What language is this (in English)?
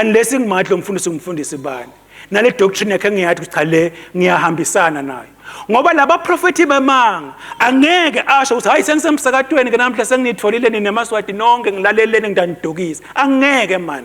Swati